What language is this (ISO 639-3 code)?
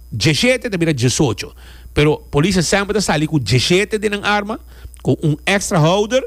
pap